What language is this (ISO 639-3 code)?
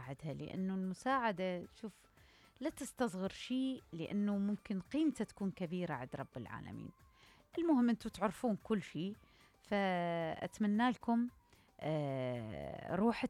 acm